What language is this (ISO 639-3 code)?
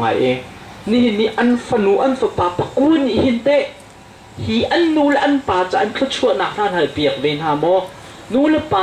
cnh